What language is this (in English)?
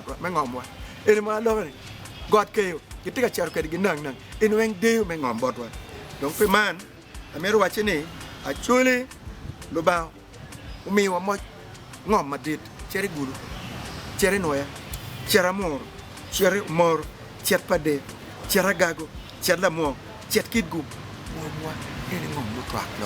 Acoli